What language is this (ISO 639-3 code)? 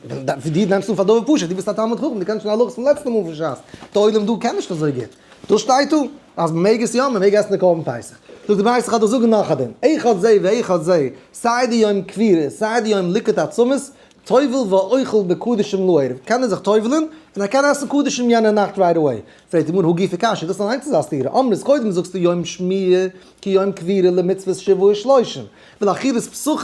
yid